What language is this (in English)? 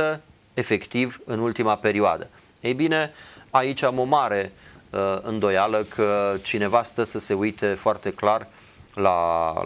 Romanian